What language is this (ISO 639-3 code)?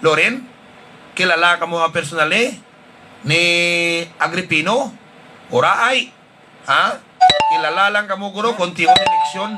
hil